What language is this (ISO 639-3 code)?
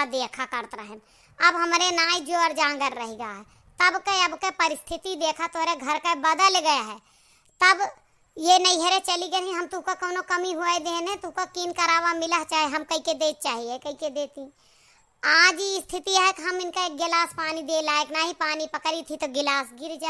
awa